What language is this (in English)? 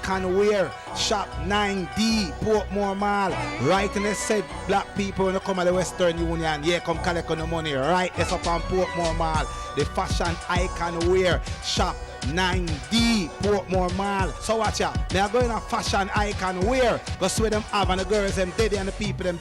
Jamaican Creole English